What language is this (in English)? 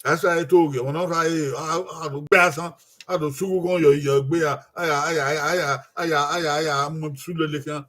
Bini